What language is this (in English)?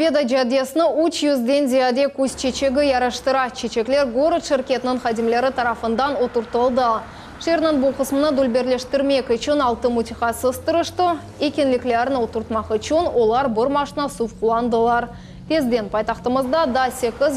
Crimean Tatar